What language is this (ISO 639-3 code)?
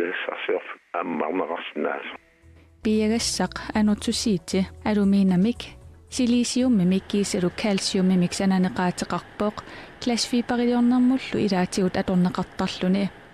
kal